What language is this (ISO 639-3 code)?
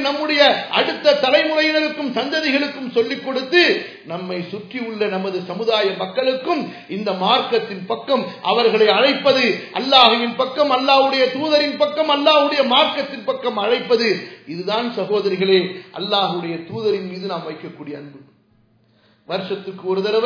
tam